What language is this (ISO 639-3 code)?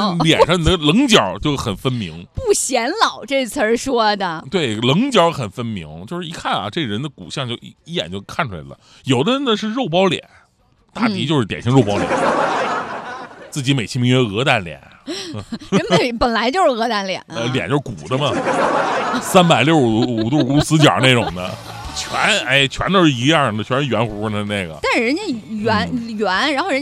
zho